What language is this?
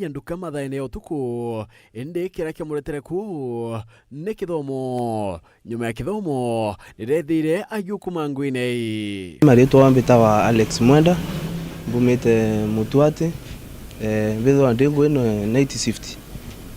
Meru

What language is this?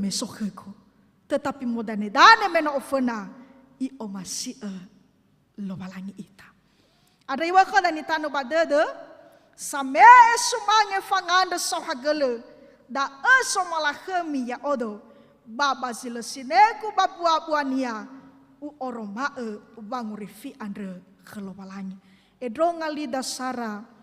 Nias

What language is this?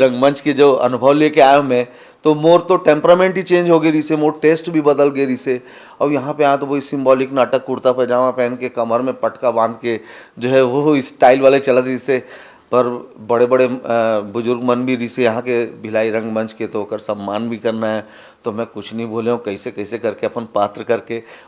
Chhattisgarhi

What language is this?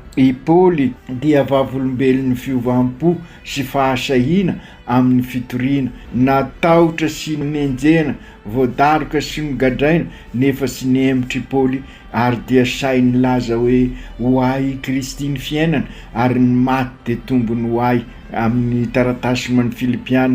Malagasy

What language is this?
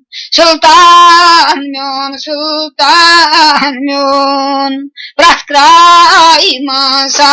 Kashmiri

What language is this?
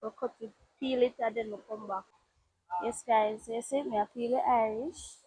Jamaican Creole English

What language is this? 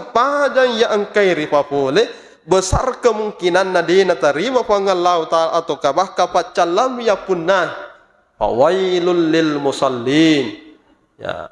Buginese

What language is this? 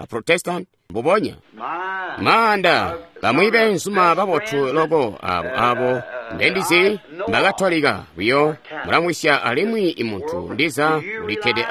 Tonga (Zambia)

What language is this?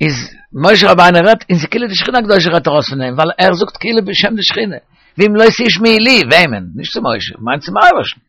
Yiddish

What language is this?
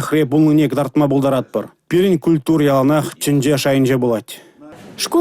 Chuvash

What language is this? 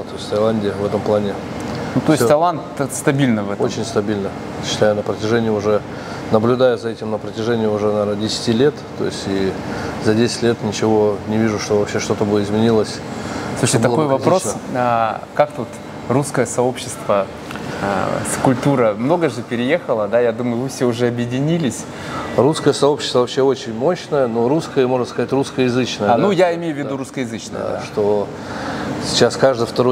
Russian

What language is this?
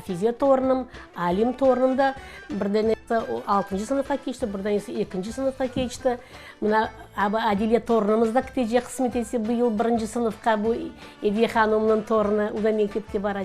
Crimean Tatar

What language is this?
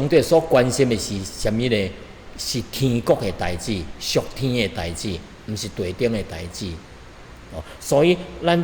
Min Nan Chinese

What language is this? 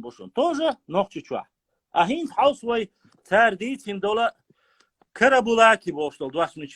Chechen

